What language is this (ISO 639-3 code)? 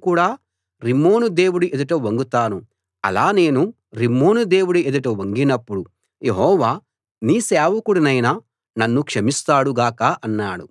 tel